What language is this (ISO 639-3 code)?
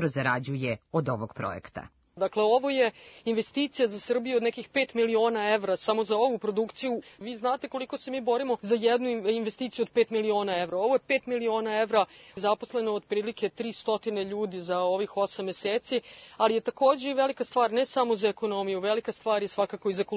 srp